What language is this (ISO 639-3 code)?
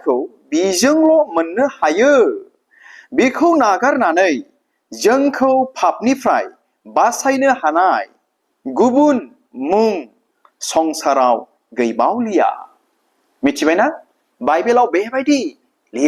brx